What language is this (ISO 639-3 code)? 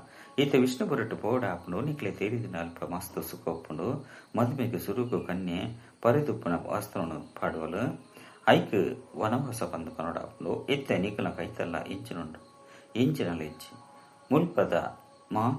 tcy